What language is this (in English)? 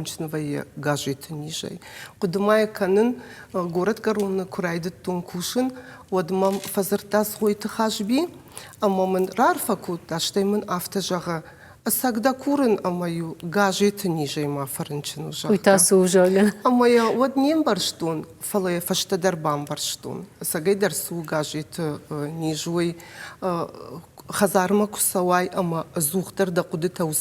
Ossetic